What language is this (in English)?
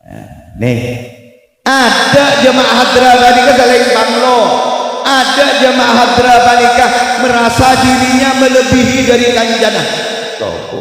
Madurese